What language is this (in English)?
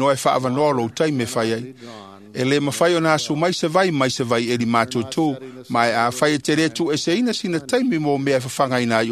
Samoan